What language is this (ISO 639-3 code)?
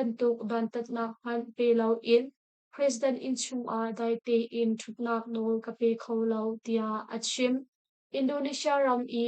cnh